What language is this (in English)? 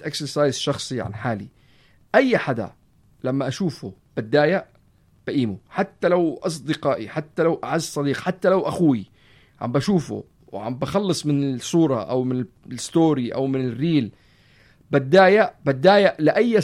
North Levantine Arabic